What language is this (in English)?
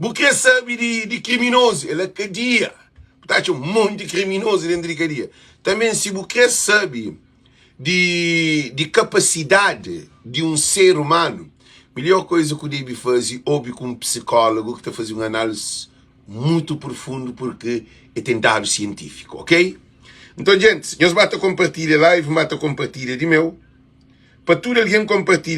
Kabuverdianu